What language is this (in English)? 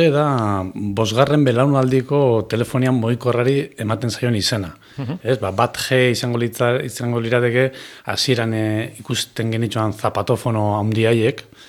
Basque